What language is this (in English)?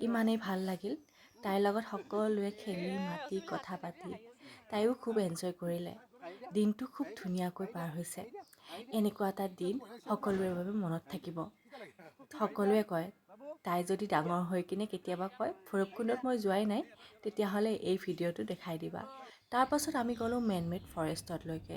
Assamese